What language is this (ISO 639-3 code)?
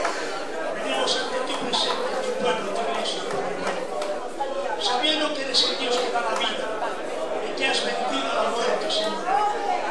spa